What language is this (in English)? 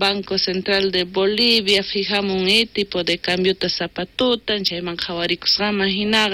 South Bolivian Quechua